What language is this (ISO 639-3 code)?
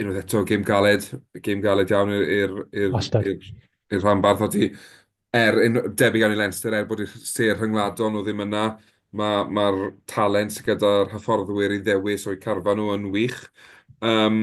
cym